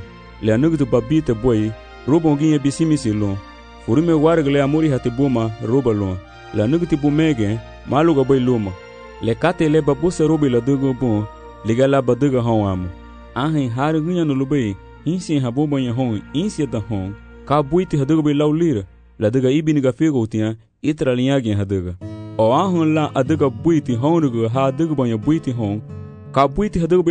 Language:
Garifuna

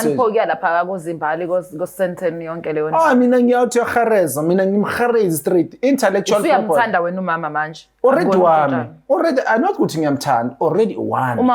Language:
Zulu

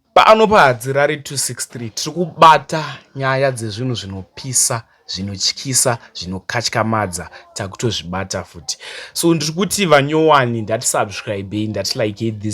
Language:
Shona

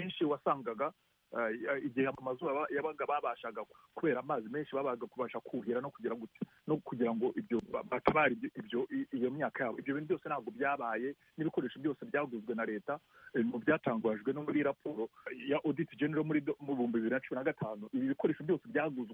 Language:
Kinyarwanda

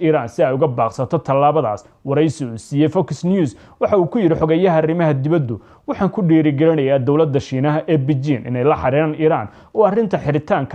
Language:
Somali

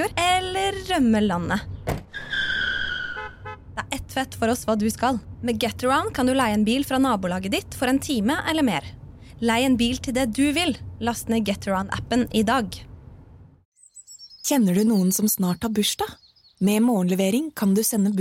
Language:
Norwegian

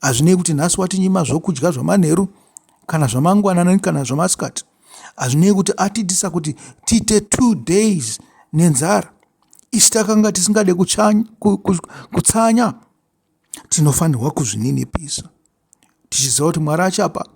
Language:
Shona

